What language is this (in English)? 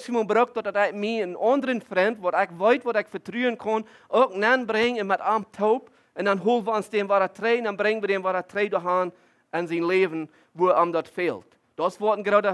Plautdietsch